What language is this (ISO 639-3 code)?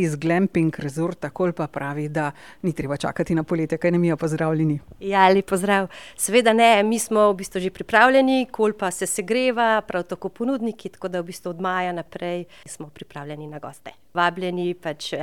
slv